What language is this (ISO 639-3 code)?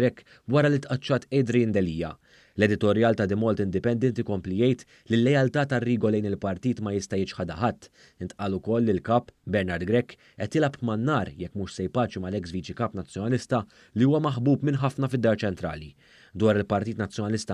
mlt